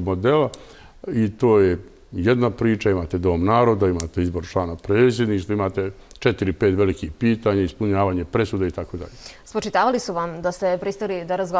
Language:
Bosnian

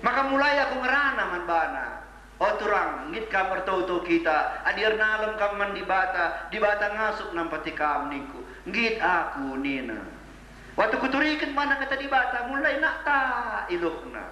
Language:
Batak Karo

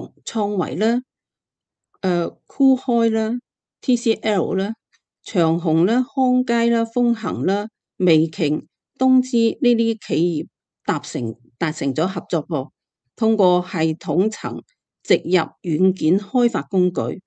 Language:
Cantonese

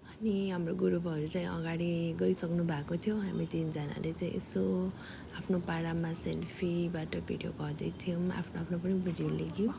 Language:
Nepali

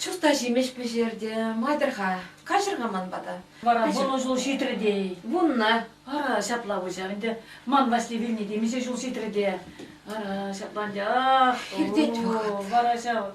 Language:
Chuvash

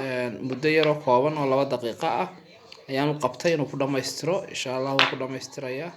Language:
Somali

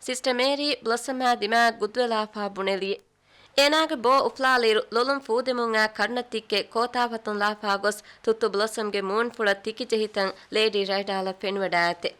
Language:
Divehi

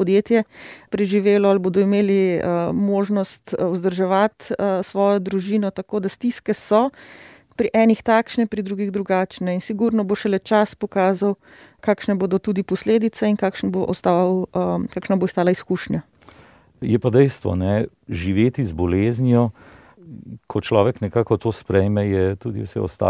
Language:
Slovenian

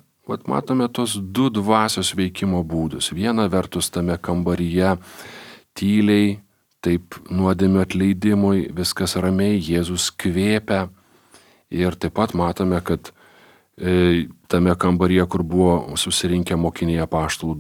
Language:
Lithuanian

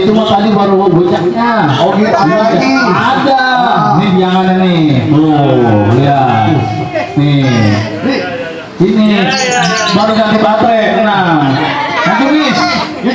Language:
Betawi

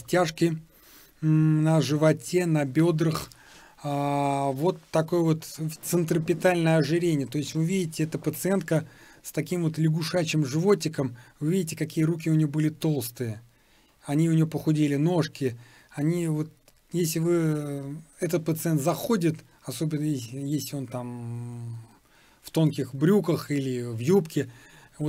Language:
Russian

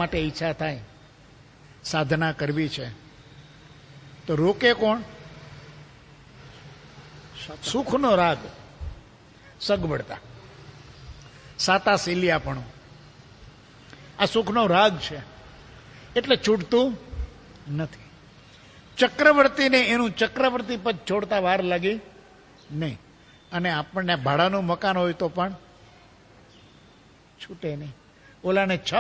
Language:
Gujarati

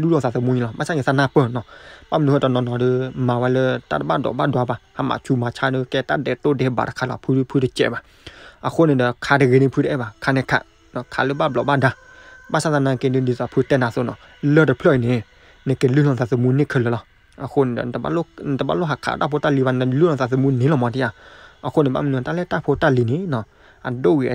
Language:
S'gaw Karen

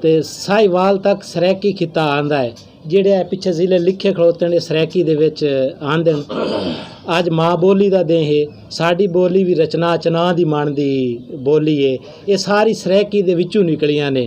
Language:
Western Panjabi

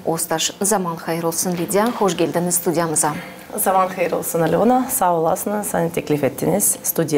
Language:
Gagauz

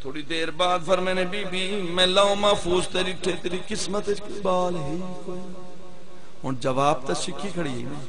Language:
Saraiki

